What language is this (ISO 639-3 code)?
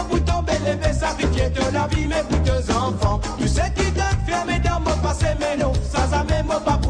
mfe